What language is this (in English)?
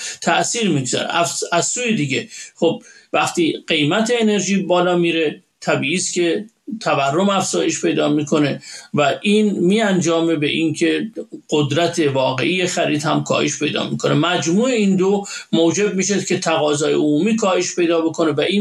Persian